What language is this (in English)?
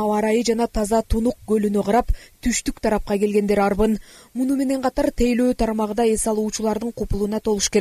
Kyrgyz